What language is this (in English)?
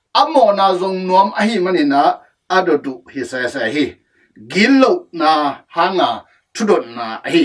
Tedim Chin